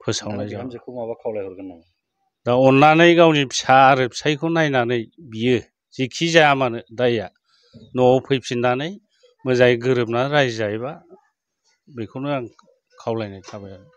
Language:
Bodo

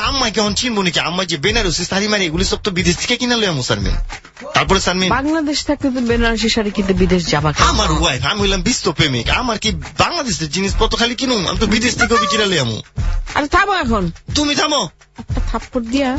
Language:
Bangla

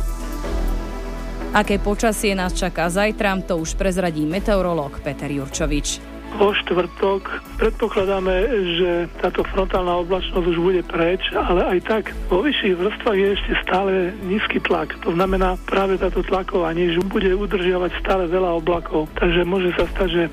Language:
Slovak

